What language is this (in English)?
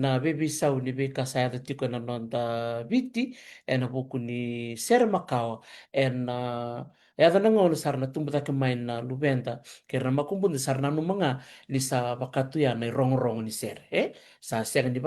Fijian